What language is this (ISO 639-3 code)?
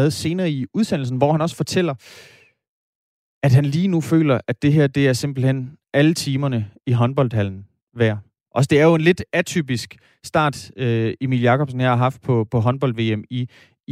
dan